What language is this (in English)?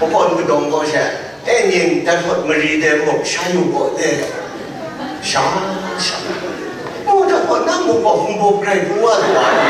Kachin